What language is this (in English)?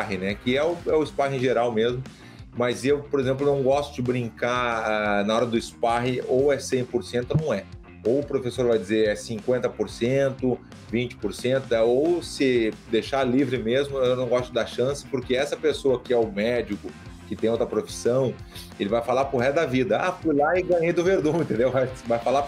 Portuguese